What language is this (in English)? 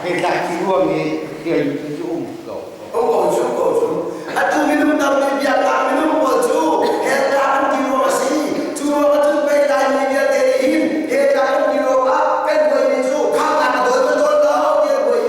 Hakha Chin